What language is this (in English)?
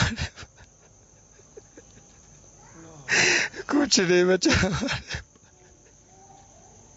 Urdu